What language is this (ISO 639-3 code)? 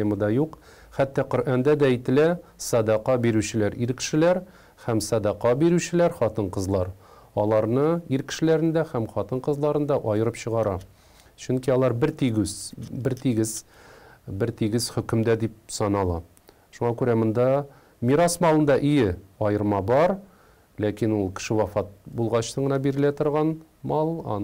tat